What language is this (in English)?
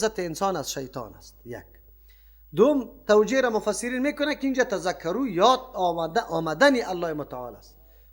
Persian